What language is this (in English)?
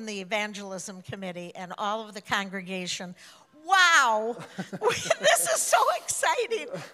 English